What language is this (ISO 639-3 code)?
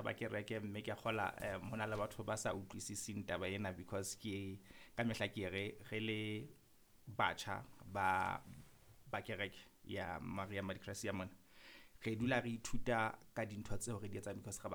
sot